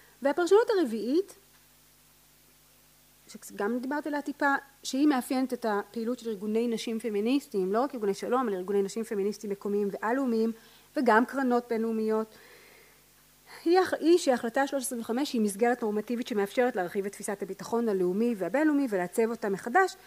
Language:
Hebrew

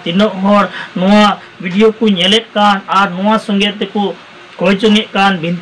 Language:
Santali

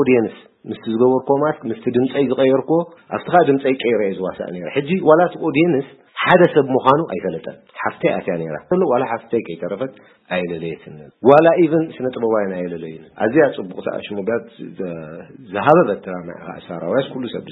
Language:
Tigrinya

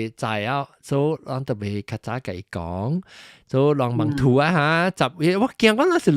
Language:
Min Nan Chinese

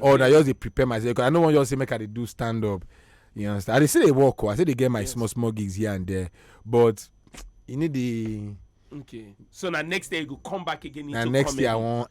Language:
Nigerian Pidgin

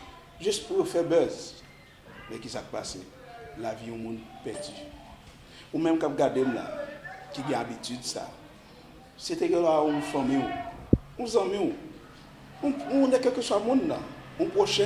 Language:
Haitian Creole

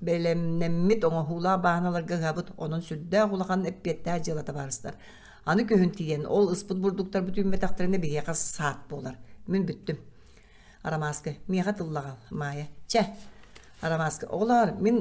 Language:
Yakut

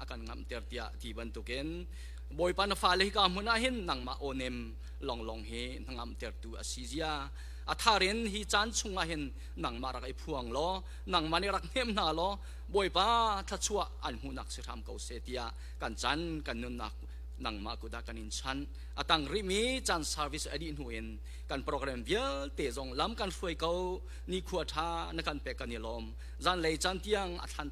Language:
Hakha Chin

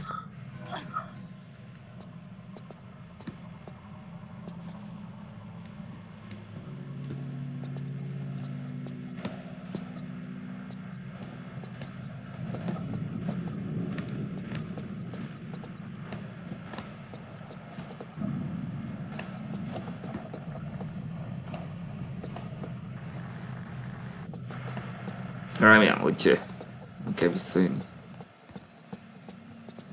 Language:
Hungarian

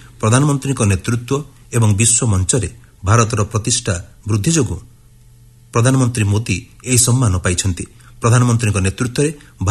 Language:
Odia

